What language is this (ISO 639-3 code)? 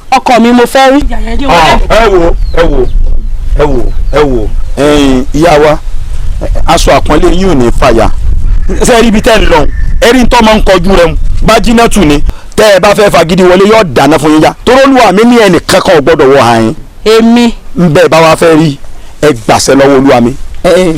yor